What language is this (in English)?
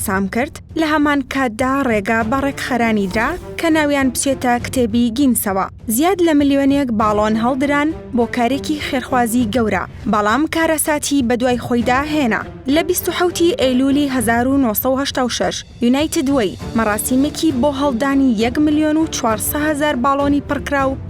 Central Kurdish